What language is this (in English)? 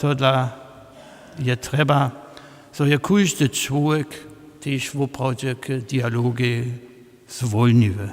Upper Sorbian